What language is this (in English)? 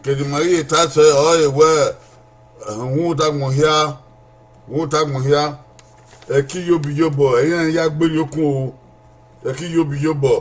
Bini